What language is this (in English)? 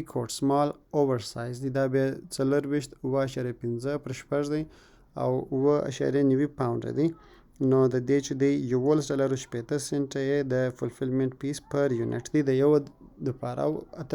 Pashto